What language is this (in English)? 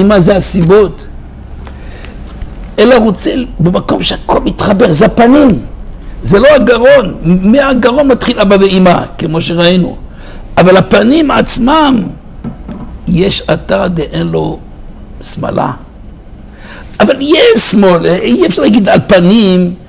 Hebrew